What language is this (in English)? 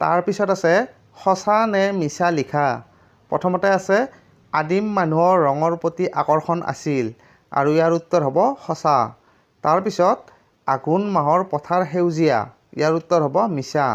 Assamese